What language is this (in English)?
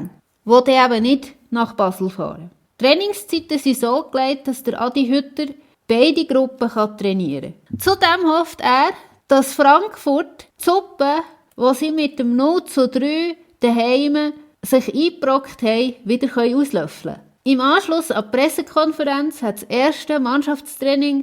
Swiss German